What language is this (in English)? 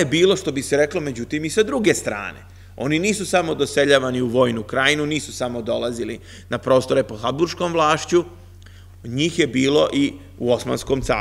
Serbian